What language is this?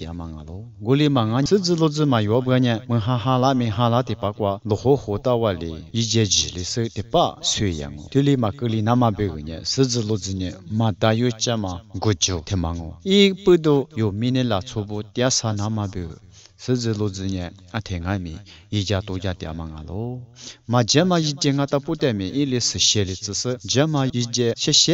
Lisu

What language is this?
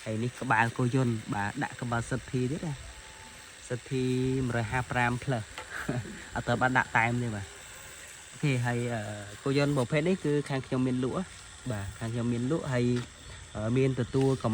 Khmer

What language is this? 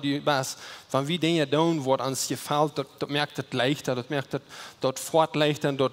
Plautdietsch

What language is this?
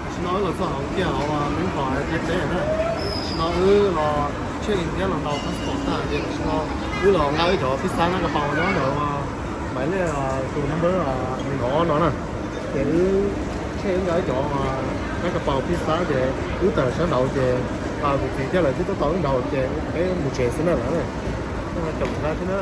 Hmong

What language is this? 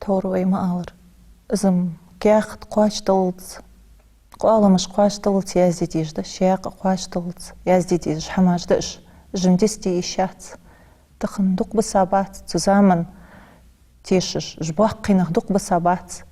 Ingush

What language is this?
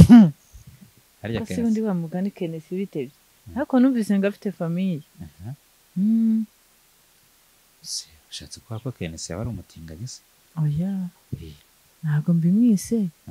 Kinyarwanda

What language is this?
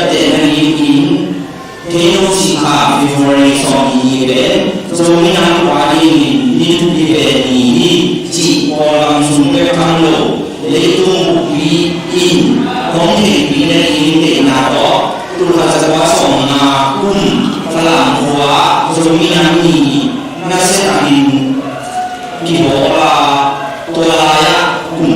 Tedim Chin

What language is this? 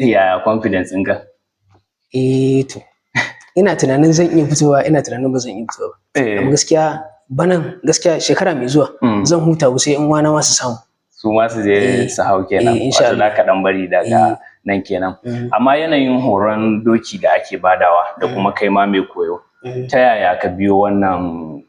Hausa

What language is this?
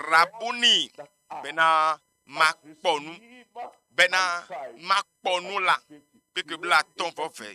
Ewe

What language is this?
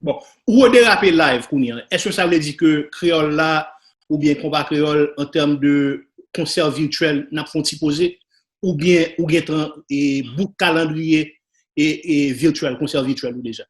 Haitian Creole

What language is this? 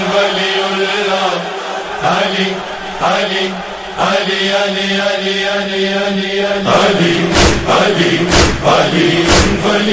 Urdu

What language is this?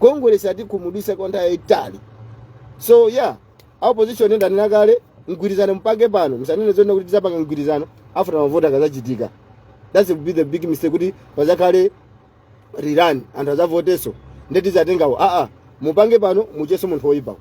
Nyanja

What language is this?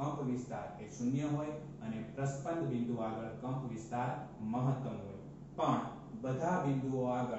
Gujarati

